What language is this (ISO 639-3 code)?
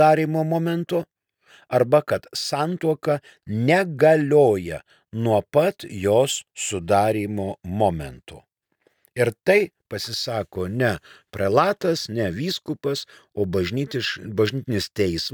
lit